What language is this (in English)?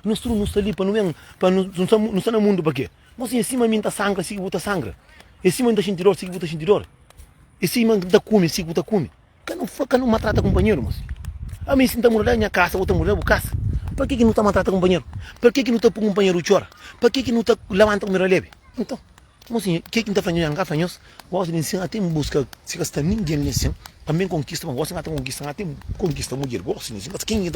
Kabuverdianu